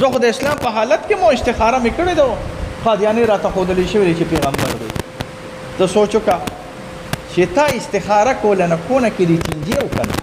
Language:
Pashto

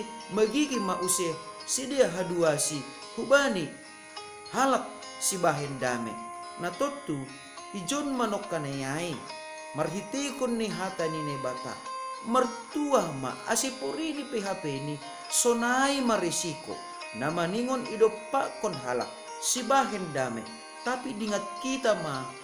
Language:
Batak Simalungun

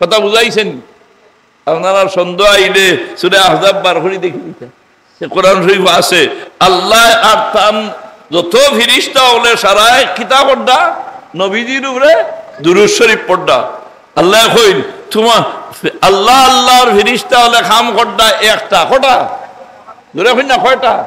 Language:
Sylheti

